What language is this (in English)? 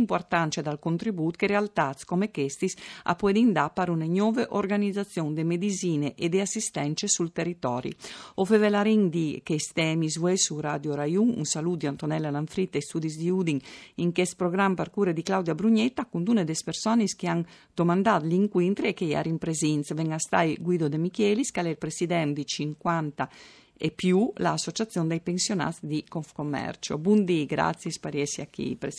Friulian